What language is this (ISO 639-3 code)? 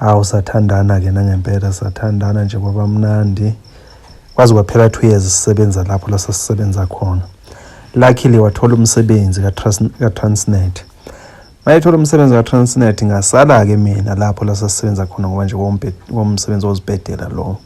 zul